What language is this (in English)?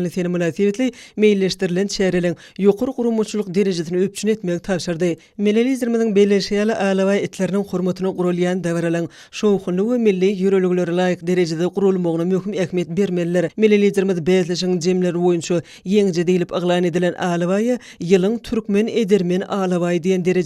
Turkmen